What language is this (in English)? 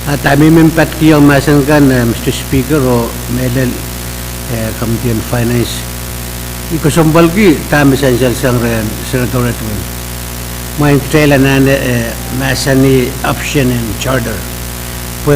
Pohnpeian